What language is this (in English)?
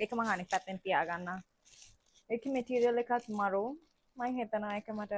Sinhala